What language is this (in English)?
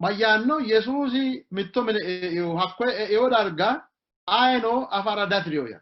Sidamo